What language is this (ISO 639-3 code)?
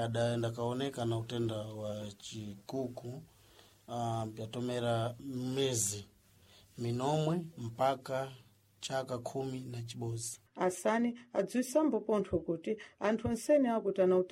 seh